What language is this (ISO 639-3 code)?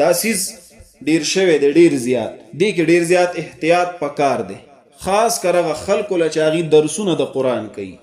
pus